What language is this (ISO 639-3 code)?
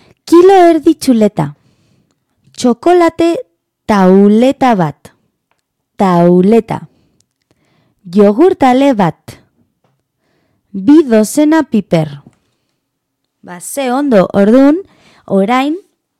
eus